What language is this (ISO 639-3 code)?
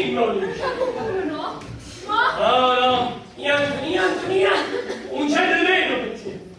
scn